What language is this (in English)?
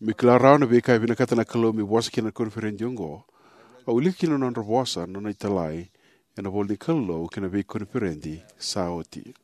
Fijian